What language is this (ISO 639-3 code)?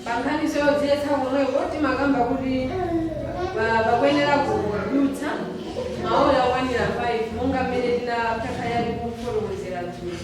nya